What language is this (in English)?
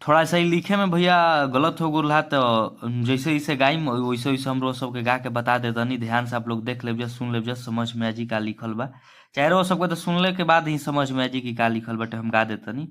Bhojpuri